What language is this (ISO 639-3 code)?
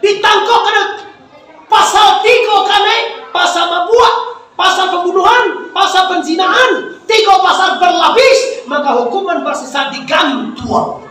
min